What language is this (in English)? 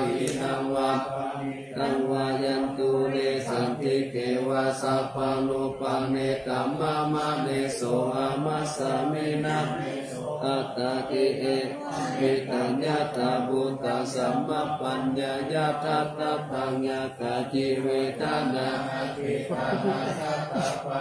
Pali